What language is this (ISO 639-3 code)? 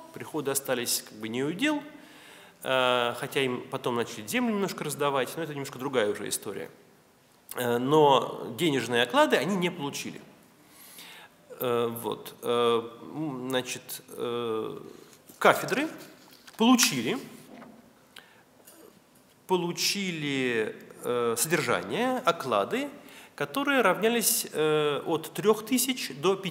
rus